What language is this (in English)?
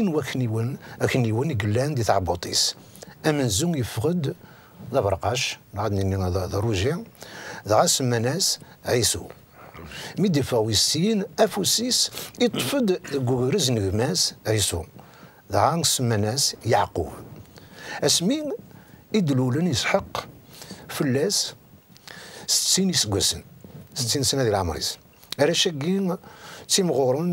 Kabyle